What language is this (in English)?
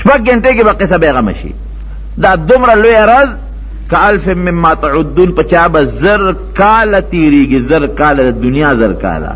Pashto